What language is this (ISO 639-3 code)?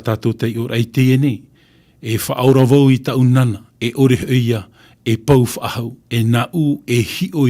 tah